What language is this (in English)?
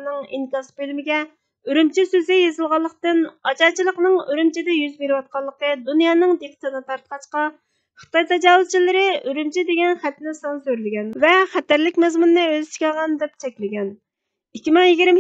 Uyghur